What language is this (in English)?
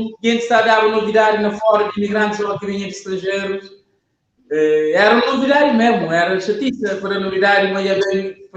Kabuverdianu